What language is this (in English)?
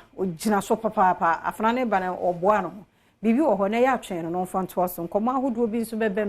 Akan